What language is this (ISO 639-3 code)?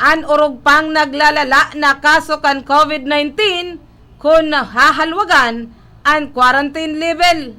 bik